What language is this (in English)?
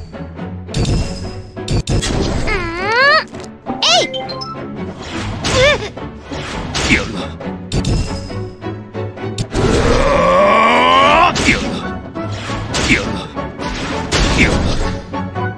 Japanese